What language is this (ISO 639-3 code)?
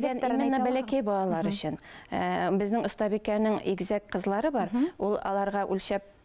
bak